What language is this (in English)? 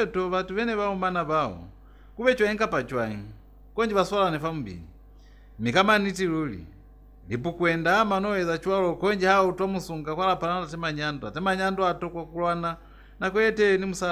Lozi